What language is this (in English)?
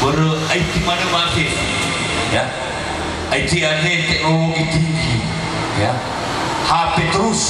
Nias